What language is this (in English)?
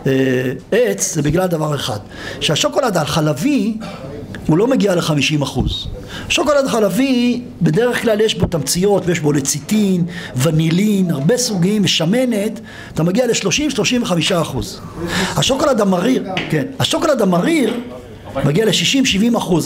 Hebrew